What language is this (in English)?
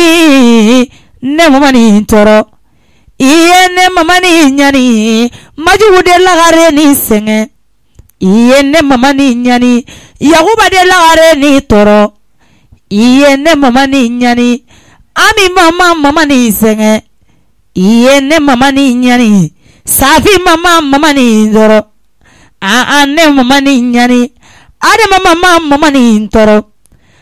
Bambara